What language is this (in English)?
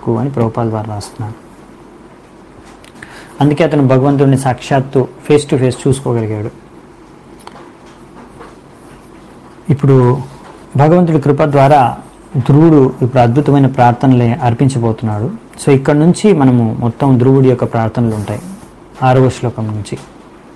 Telugu